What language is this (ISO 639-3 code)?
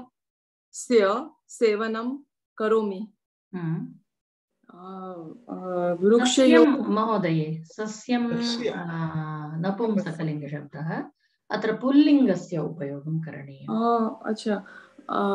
san